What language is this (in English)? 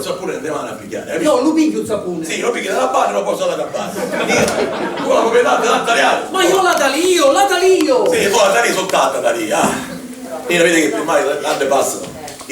Sicilian